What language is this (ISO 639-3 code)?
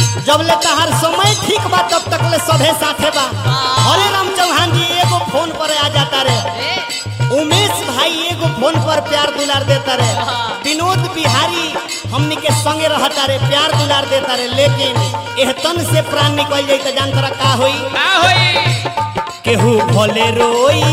bho